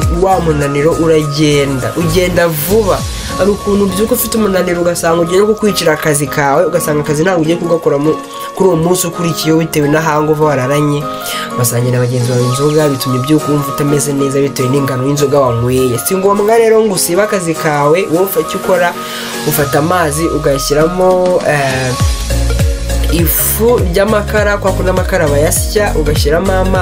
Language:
Kinyarwanda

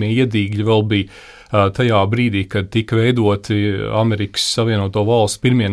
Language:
Latvian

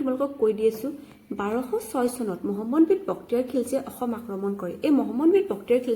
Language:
Assamese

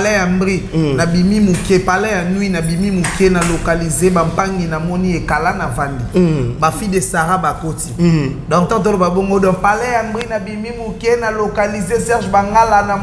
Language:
Lingala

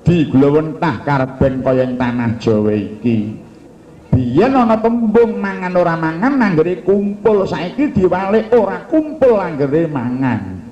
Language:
Javanese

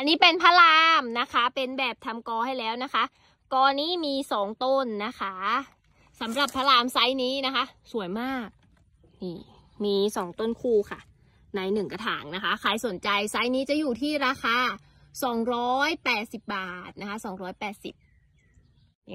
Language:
Thai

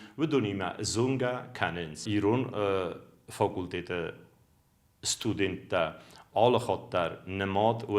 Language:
Ossetic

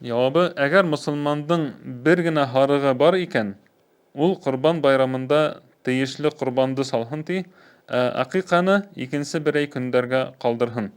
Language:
Bashkir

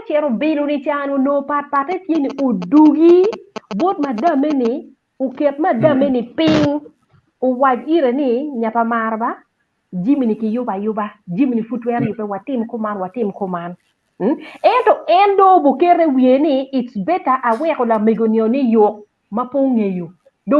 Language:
Acoli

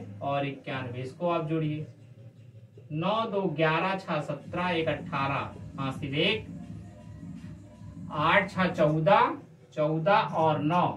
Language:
Hindi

